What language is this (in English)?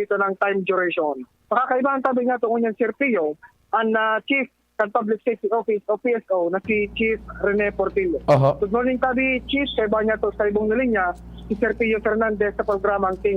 Bikol